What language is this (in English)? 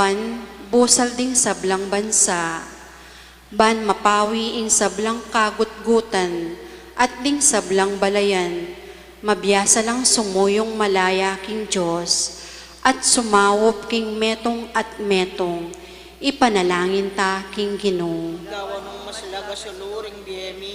Pampanga